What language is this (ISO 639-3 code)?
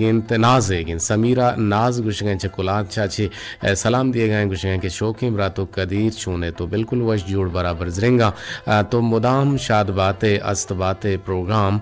bgp